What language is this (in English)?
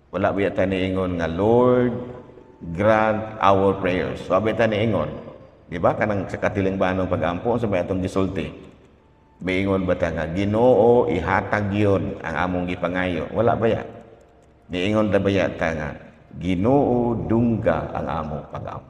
Cebuano